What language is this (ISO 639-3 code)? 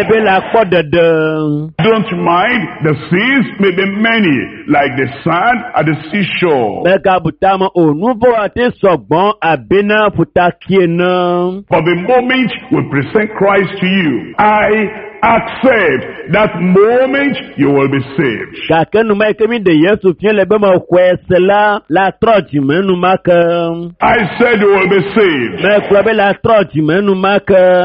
ewe